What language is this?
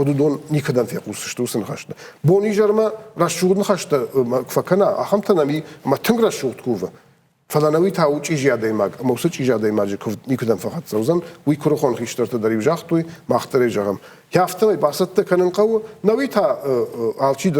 Ossetic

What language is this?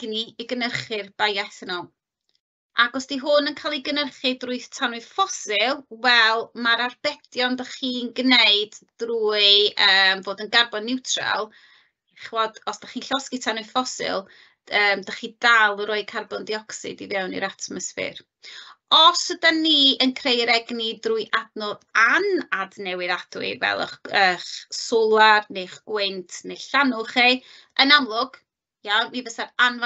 Welsh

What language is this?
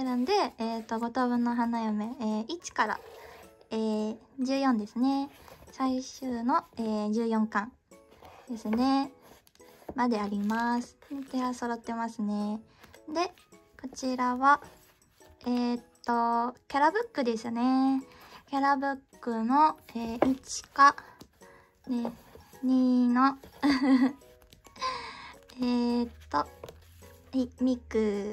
Japanese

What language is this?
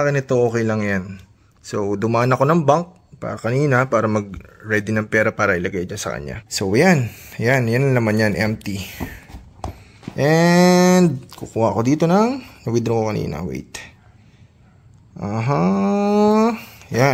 Filipino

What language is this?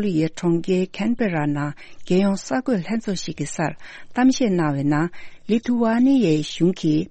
Tibetan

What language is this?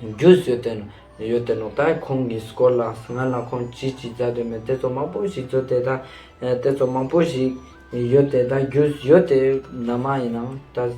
Ladakhi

